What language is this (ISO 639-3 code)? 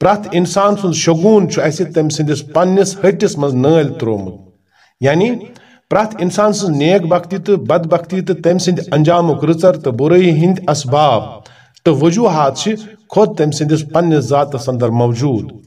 kas